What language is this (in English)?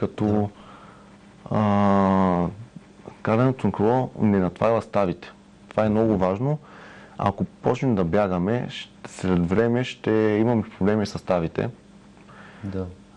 Bulgarian